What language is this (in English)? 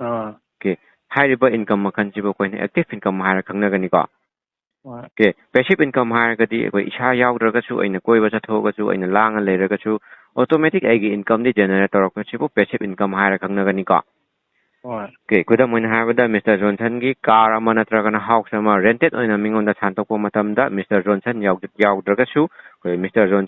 Manipuri